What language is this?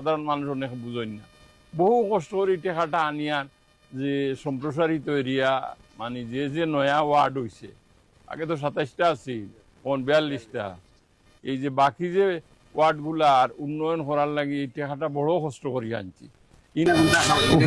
Sylheti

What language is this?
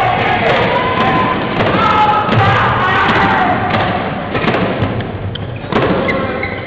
English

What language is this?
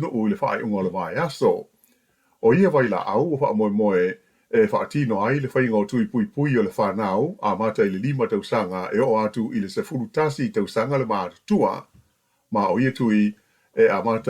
Samoan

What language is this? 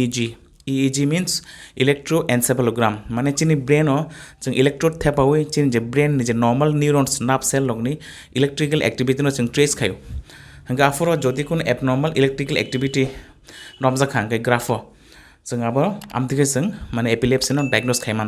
Kok Borok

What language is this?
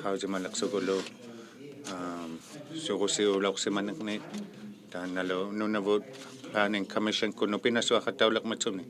Inuktitut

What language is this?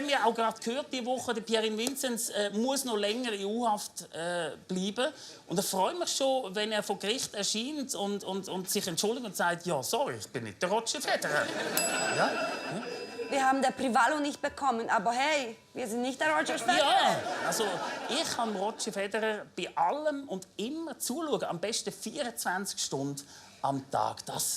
Swiss German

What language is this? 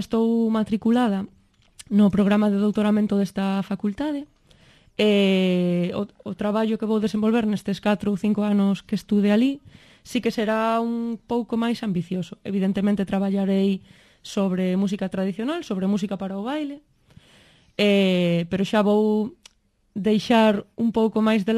Galician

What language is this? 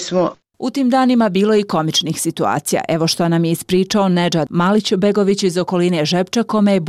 Bosnian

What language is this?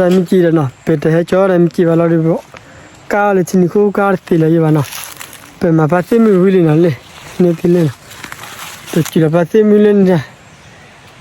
S'gaw Karen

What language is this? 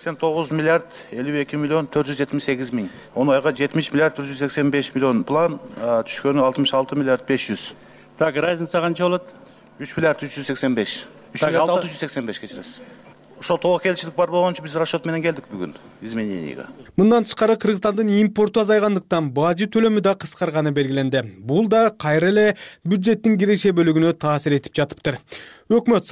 Kyrgyz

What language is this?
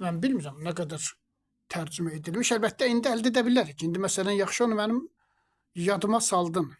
Azerbaijani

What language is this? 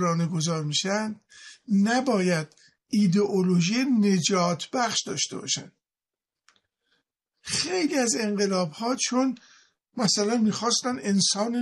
Persian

